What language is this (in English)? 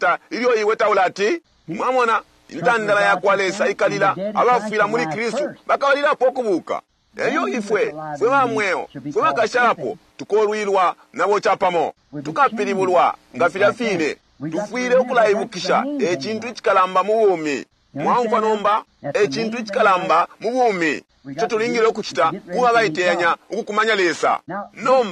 Bemba